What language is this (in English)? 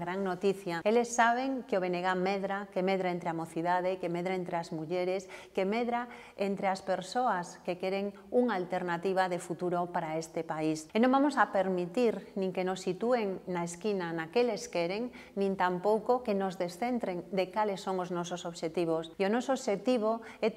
Galician